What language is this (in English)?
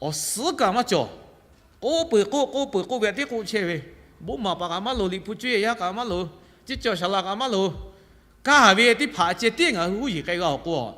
Lahu